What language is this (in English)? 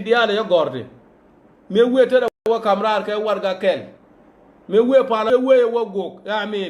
Nuer